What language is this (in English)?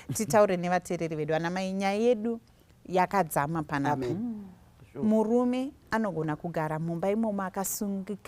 Shona